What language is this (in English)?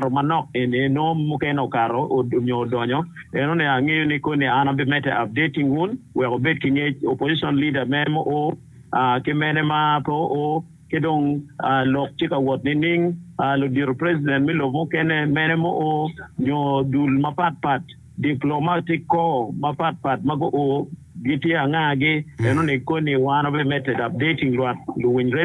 Acoli